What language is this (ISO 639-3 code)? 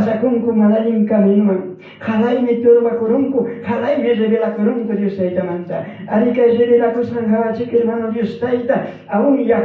quy